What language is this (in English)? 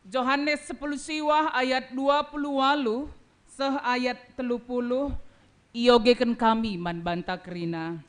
Batak Karo